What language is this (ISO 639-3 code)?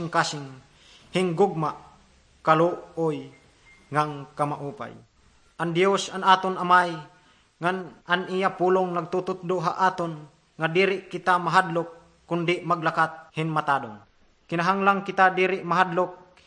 war